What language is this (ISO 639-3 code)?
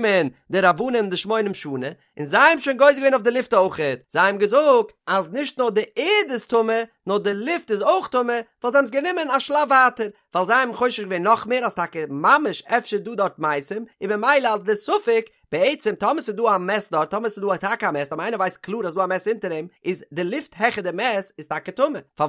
yid